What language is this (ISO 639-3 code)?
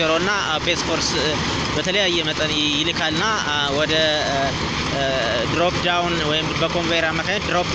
amh